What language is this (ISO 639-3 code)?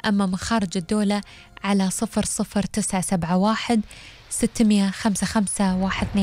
afb